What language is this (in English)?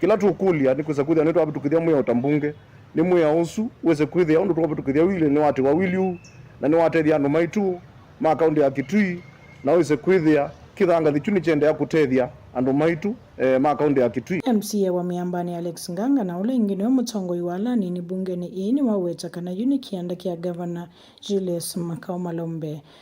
Kamba